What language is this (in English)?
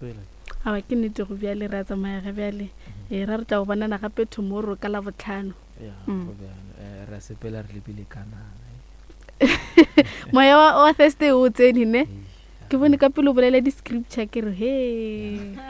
Northern Sotho